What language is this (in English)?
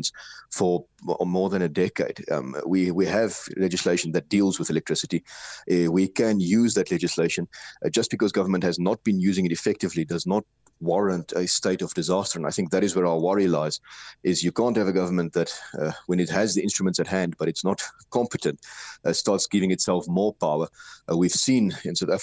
English